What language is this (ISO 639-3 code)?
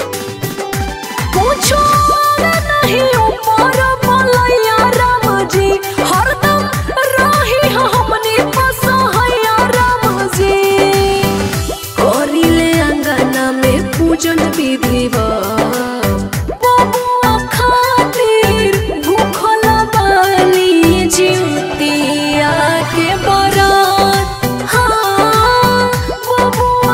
bho